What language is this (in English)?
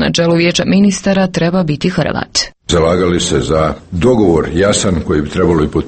Croatian